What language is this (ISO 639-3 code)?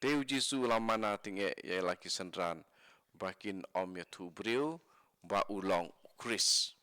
kha